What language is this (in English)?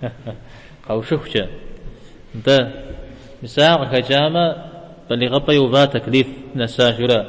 Kabardian